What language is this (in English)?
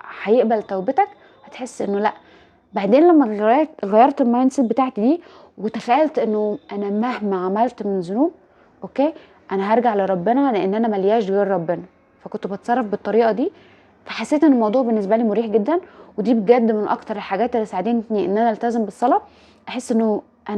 Egyptian Arabic